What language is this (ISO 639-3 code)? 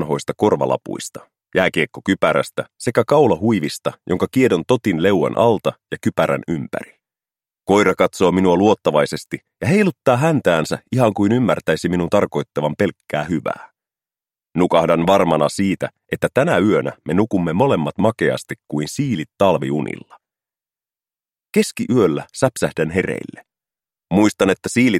fin